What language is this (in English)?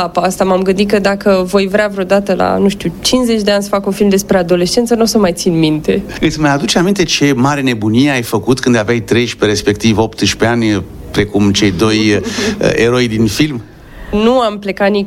Romanian